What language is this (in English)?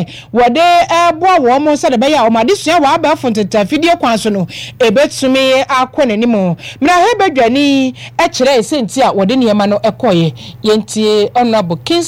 Akan